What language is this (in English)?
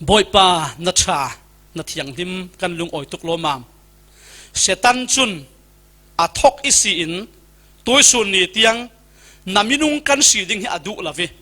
Falam Chin